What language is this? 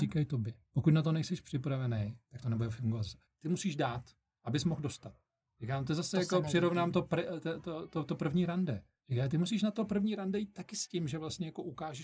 Czech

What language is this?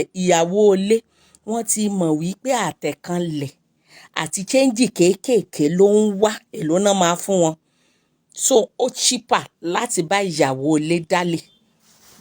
Yoruba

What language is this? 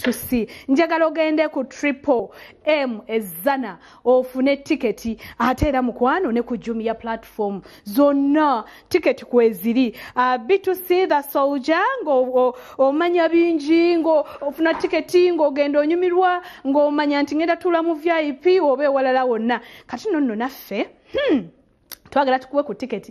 Ganda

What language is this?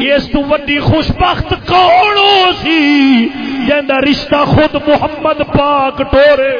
Saraiki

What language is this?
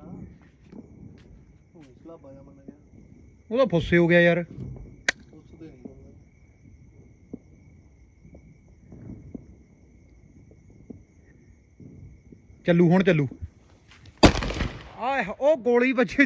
Punjabi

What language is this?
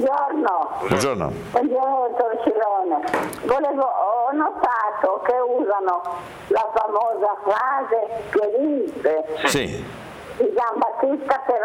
Italian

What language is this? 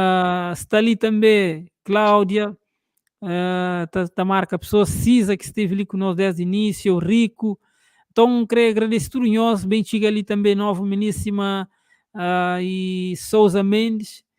Kabuverdianu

